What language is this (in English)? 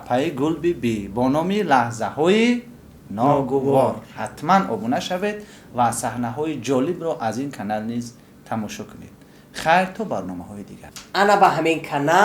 Tajik